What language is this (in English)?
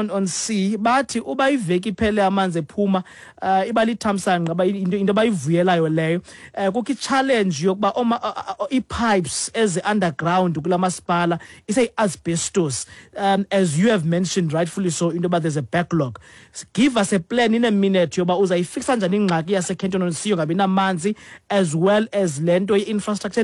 Xhosa